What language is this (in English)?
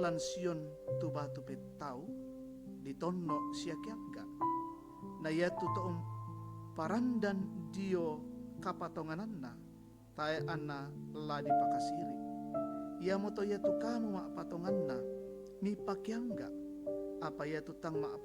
Toraja-Sa'dan